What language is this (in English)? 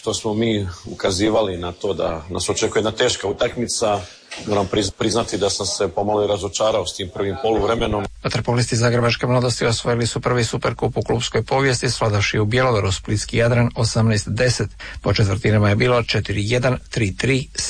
Croatian